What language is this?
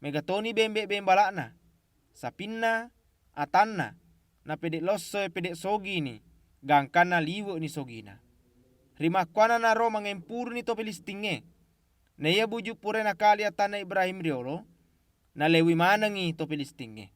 Buginese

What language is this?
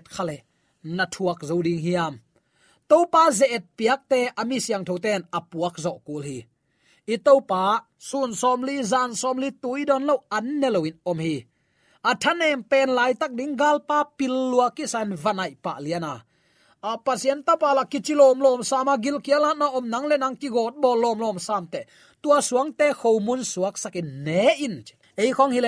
Tedim Chin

